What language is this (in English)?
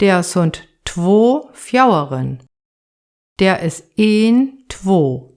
Saterland Frisian